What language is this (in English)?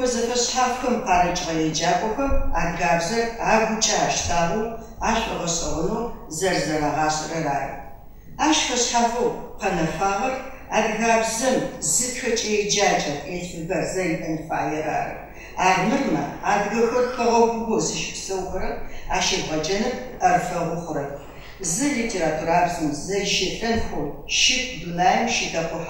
Adyghe